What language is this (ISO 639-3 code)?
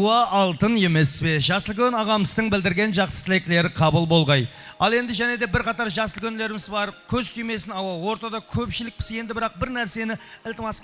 kaa